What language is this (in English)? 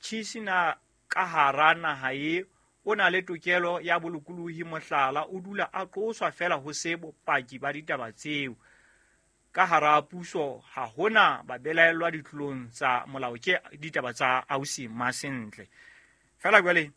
Southern Sotho